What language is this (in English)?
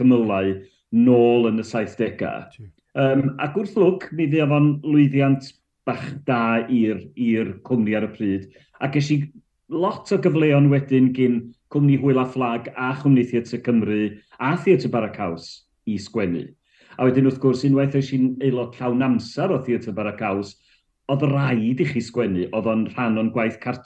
Welsh